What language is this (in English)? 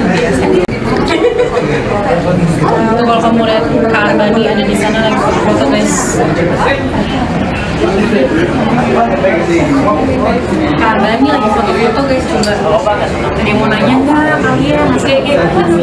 Indonesian